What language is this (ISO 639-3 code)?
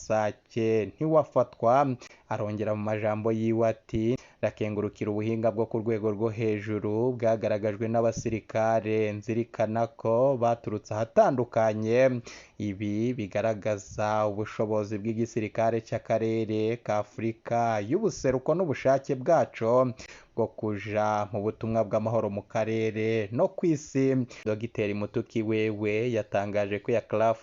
run